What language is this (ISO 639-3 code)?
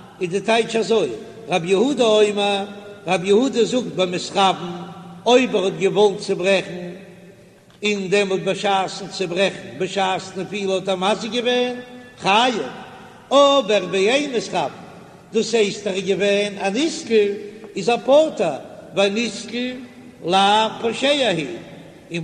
yid